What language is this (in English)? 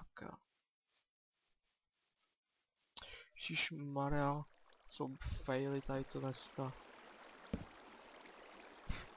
Czech